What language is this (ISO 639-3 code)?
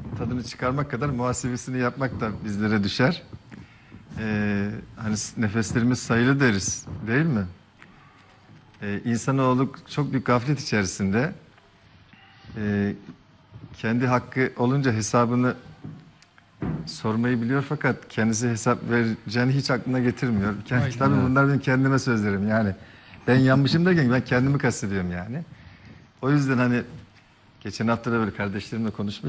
tur